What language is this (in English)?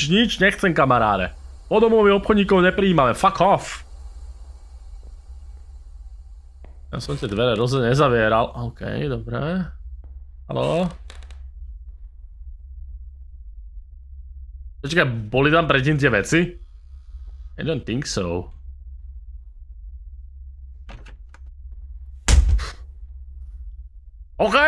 Slovak